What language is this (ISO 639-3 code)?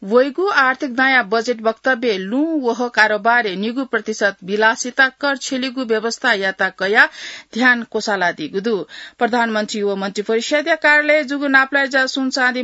new